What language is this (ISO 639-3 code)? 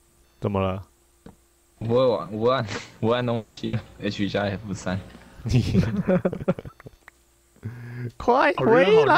zho